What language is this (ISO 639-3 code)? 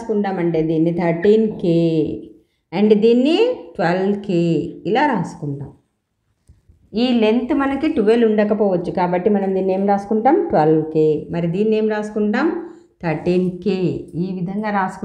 tel